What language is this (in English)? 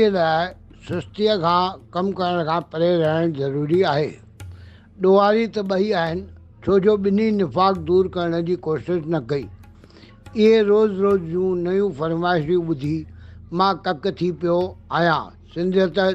Sindhi